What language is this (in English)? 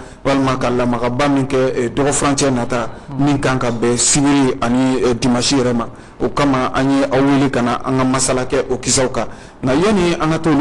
Bambara